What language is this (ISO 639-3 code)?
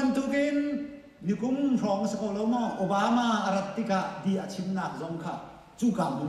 cnh